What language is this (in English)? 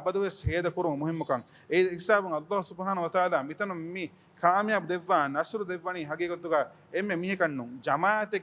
Divehi